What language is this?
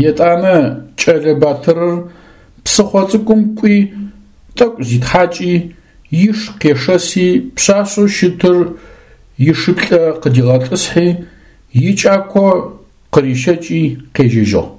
Adyghe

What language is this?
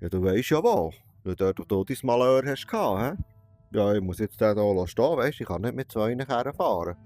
Swiss German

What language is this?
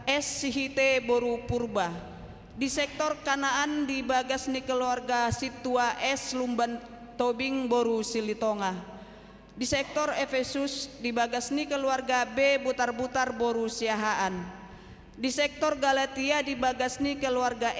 Batak Toba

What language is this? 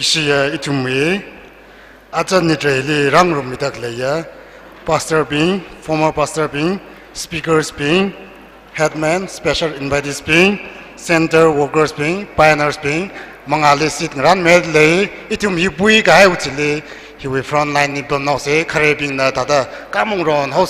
Tangkhul Naga (India)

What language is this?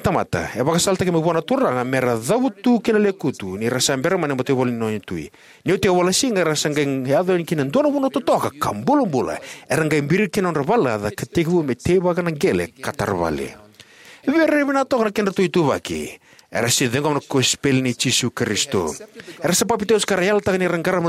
Fijian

